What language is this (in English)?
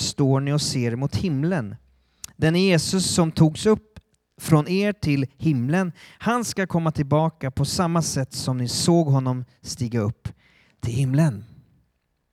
Swedish